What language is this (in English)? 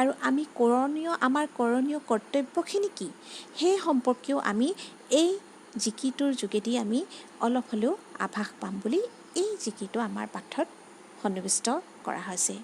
Assamese